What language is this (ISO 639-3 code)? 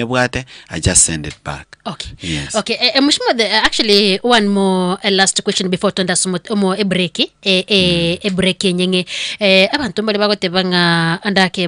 guz